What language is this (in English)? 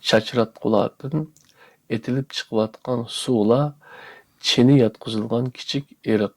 Uyghur